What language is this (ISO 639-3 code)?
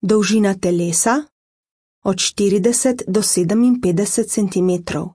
slv